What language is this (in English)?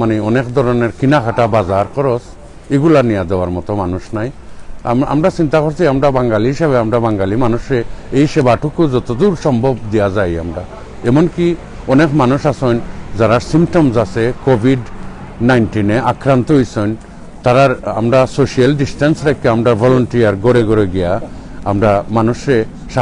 Sylheti